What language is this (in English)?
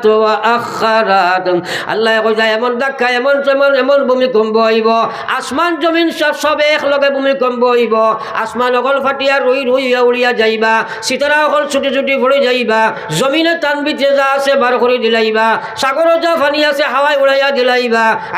Sylheti